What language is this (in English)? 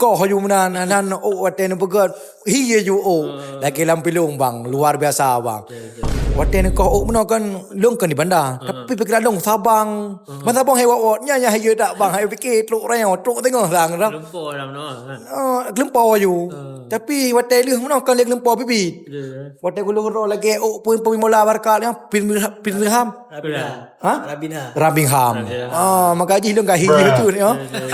Achinese